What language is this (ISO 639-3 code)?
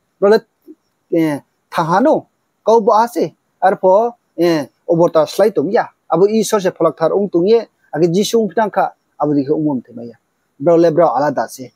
ria